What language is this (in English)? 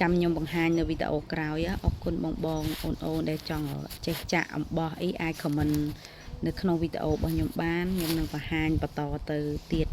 Khmer